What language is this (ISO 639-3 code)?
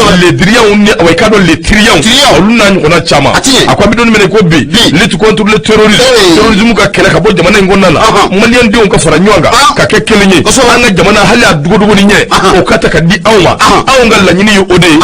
bam